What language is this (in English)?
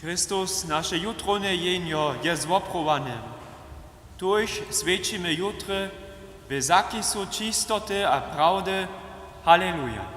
Upper Sorbian